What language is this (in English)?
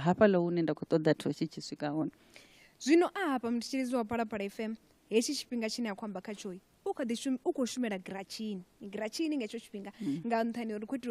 Venda